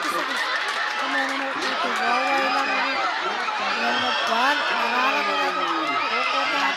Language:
Pohnpeian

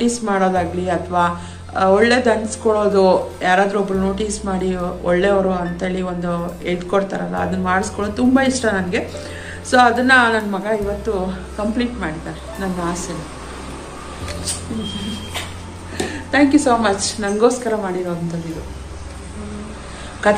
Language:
Kannada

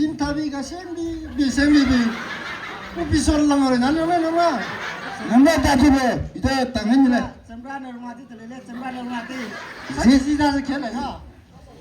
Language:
Maram Naga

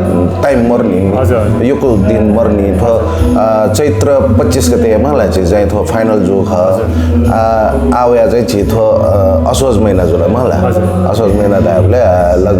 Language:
Newari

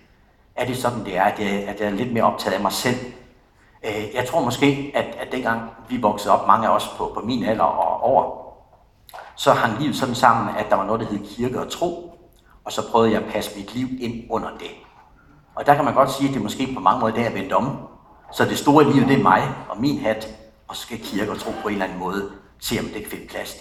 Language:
Danish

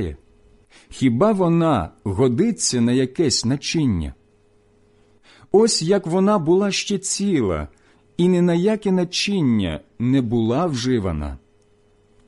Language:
Ukrainian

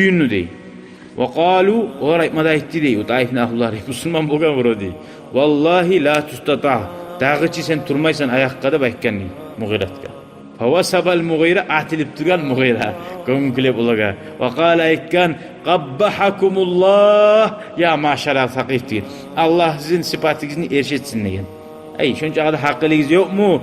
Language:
Kumyk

